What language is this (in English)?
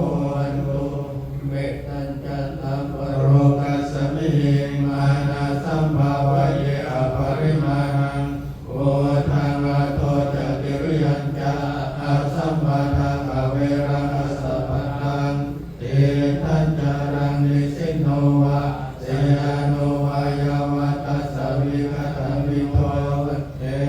Pali